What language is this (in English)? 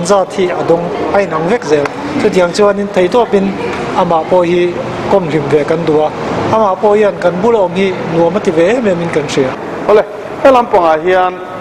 Mizo